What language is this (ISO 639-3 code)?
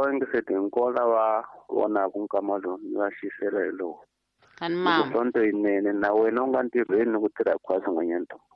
tso